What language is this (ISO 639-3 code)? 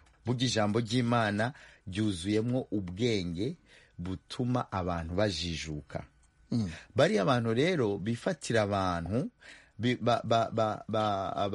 kin